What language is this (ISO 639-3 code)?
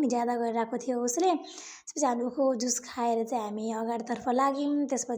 nep